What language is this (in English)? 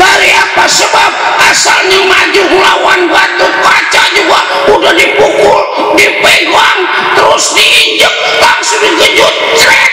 Betawi